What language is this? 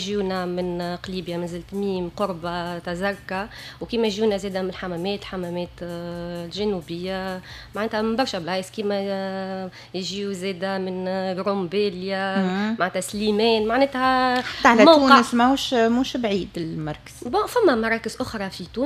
Tunisian Arabic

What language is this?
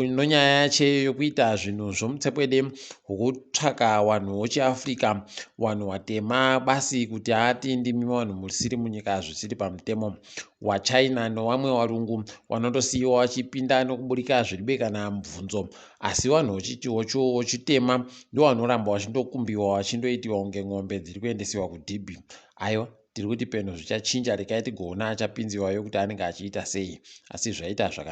Ndau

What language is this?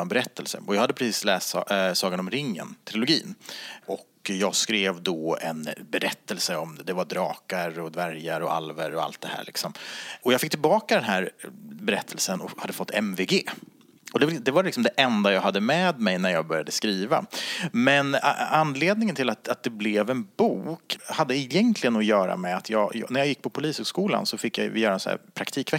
Swedish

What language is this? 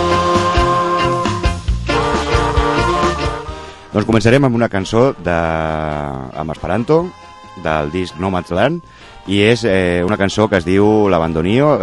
Catalan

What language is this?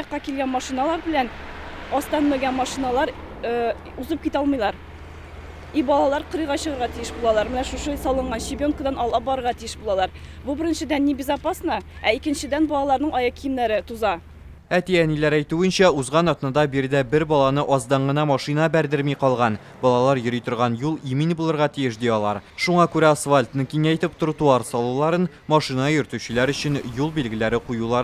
Tatar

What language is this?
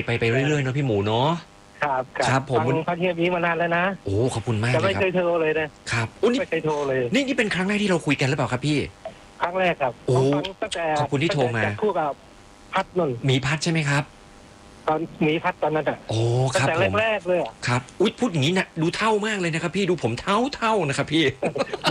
Thai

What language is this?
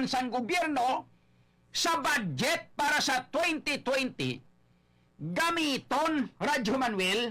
Hiligaynon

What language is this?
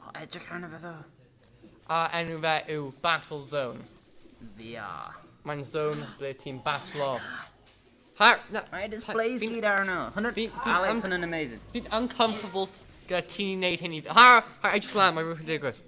Welsh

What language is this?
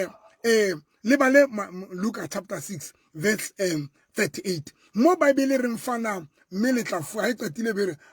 Southern Sotho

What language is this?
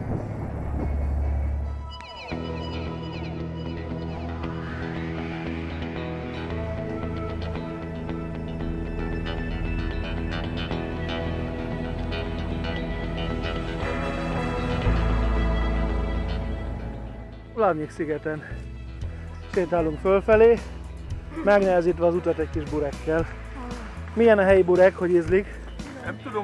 Hungarian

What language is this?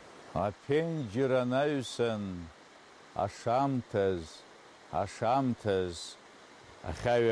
Abkhazian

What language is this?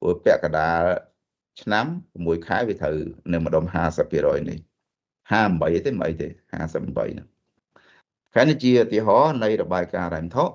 Khmer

